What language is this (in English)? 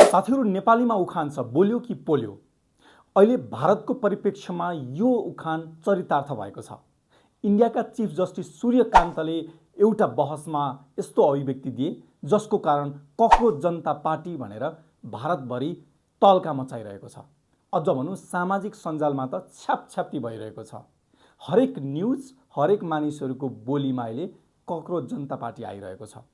Nepali